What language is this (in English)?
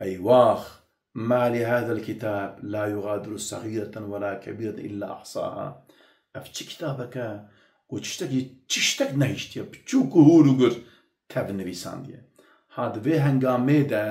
Kurdish